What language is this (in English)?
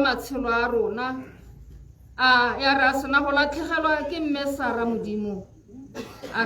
Tswana